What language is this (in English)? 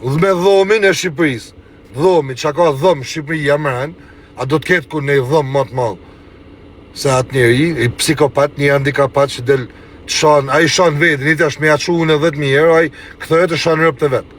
Albanian